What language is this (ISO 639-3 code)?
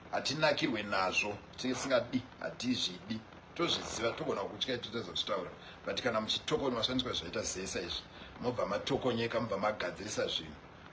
sna